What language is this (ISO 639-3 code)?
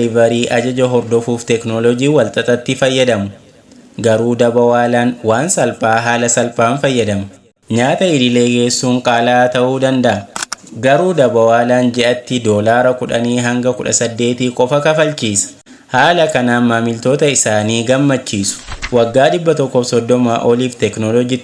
orm